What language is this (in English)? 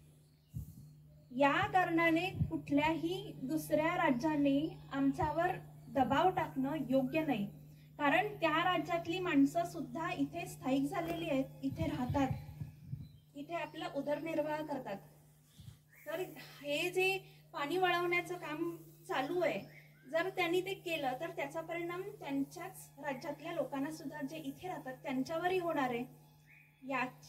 Marathi